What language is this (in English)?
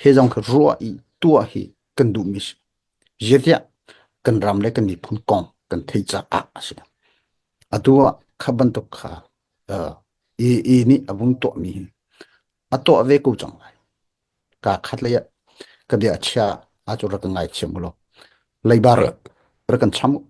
Hakha Chin